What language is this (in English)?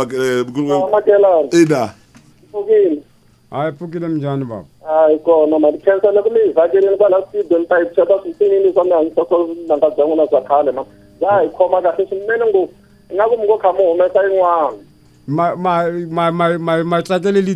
Tsonga